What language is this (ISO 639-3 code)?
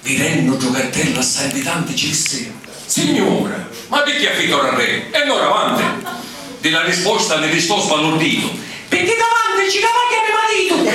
scn